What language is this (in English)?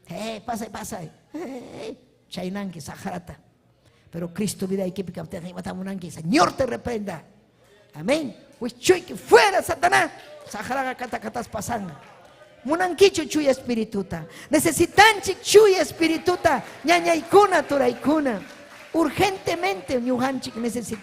Ayacucho Quechua